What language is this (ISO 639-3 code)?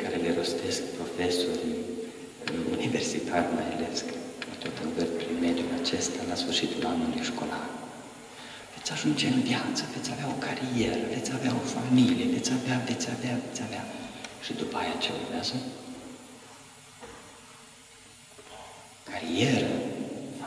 ron